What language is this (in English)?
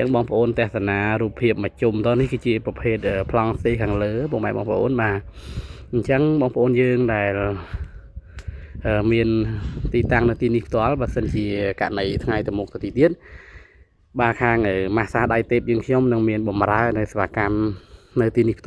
Khmer